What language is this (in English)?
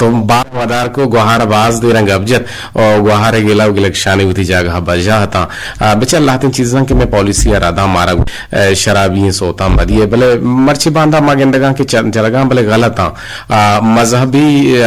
Eastern Balochi